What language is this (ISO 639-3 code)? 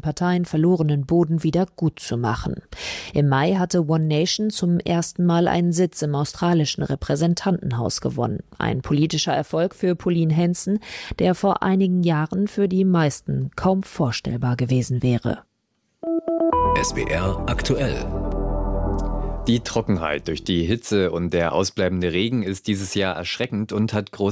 deu